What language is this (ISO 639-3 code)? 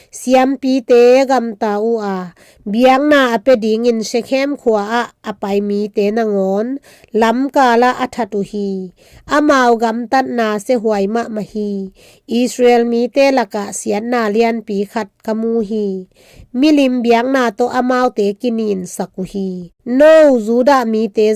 ctd